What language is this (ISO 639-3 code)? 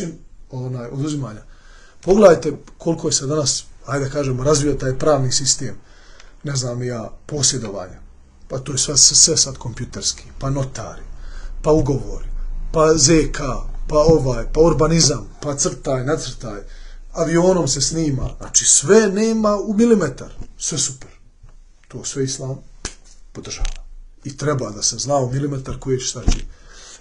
bos